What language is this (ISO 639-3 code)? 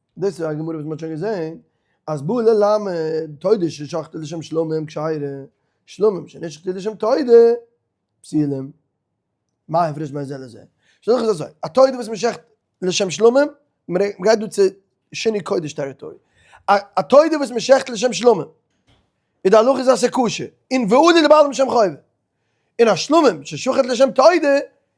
yid